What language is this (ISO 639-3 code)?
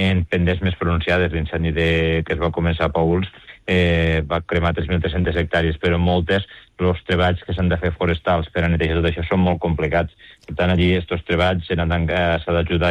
cat